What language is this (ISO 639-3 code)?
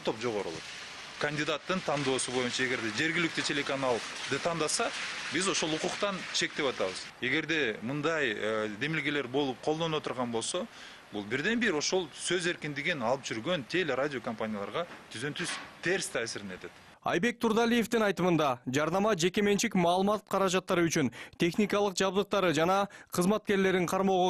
kir